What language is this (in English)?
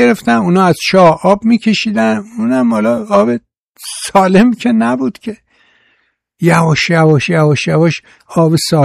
Persian